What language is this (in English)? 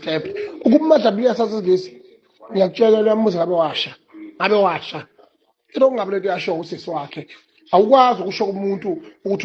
Zulu